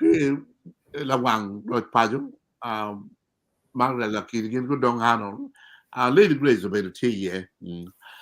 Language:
Acoli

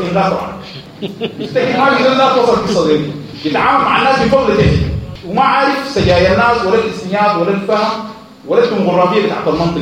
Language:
Sudanese Arabic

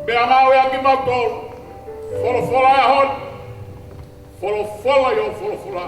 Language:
Tongan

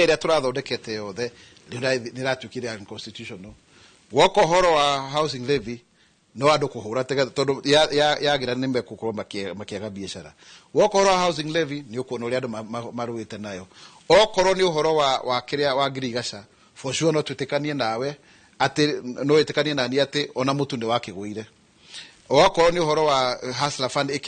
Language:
Kikuyu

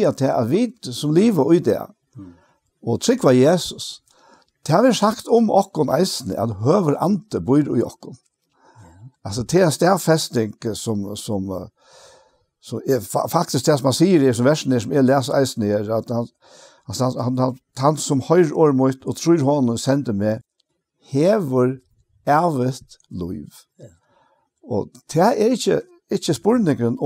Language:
Faroese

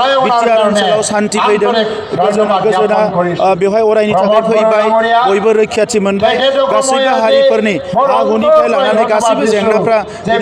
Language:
Bodo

